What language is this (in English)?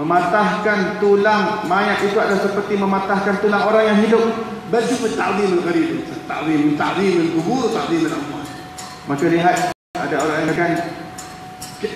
Malay